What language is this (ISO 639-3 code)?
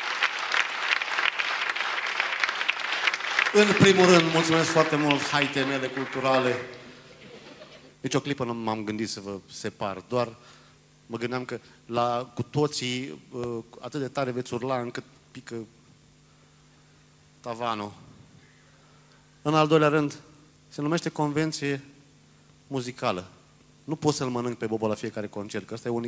ron